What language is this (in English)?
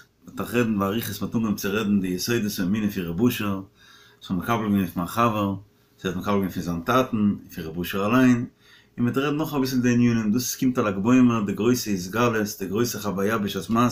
Yiddish